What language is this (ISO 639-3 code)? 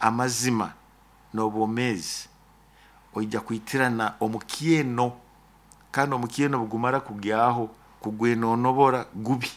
nyo